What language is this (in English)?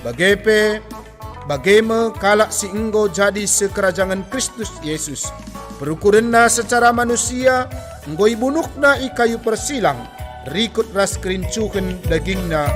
Batak Karo